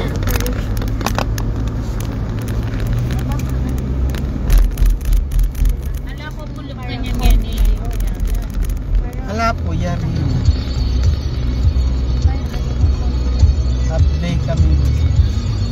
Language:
Filipino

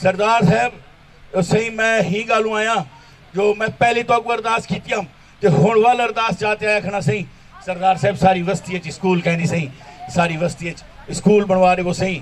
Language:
Saraiki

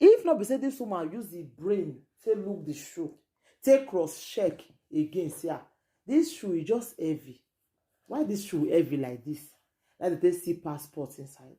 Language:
Nigerian Pidgin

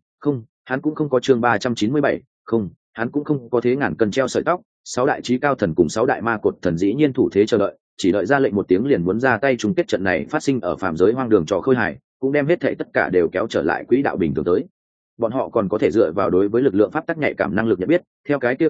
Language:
Vietnamese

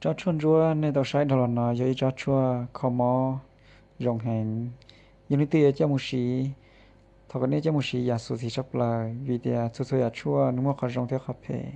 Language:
Hmong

